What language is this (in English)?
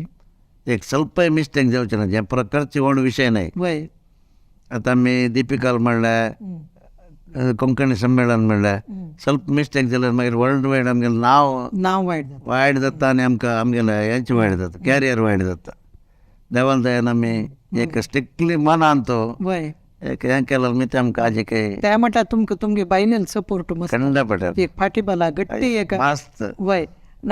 Konkani